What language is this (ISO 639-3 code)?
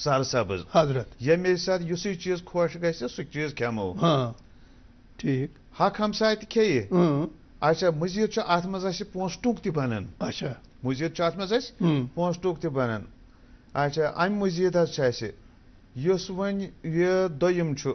kas